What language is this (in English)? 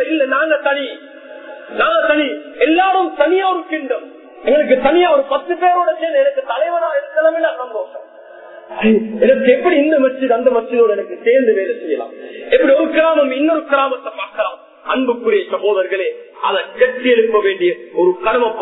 Tamil